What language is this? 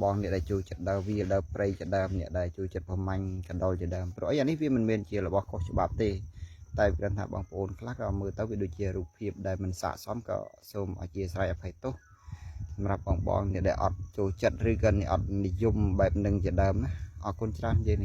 Khmer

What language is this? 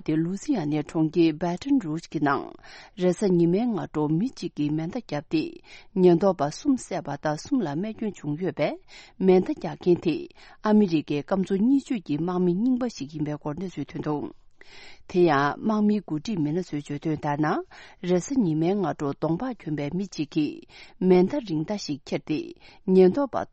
Tibetan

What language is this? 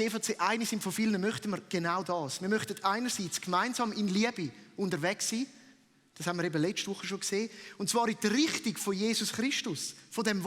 Swiss German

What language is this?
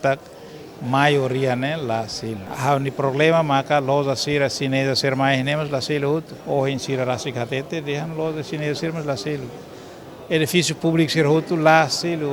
Tetum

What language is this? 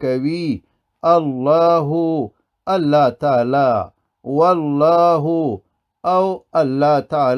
Pashto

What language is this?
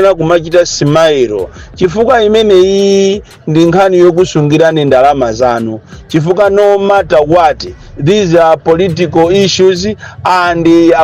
Nyanja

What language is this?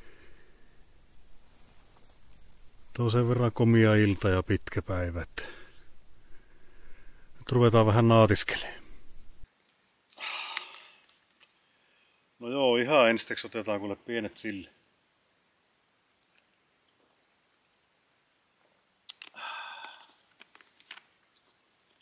Finnish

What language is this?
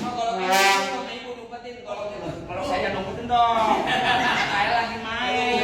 Betawi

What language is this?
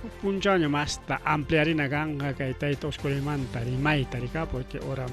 Ayacucho Quechua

